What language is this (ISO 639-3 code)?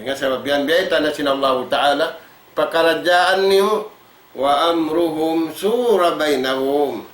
tsg